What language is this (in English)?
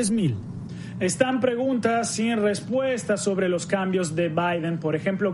Spanish